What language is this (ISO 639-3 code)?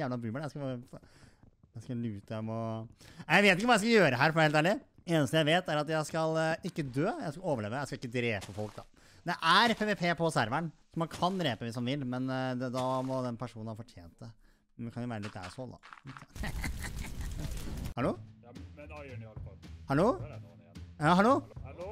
nor